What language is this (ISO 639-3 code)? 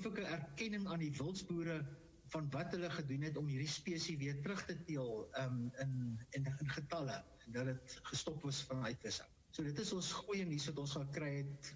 afr